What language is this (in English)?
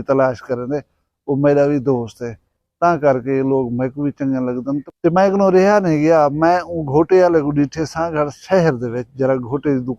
Saraiki